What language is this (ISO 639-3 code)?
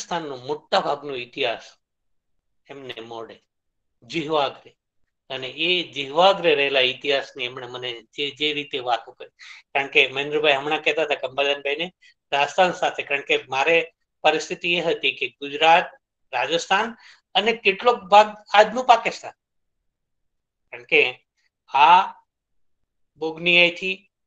guj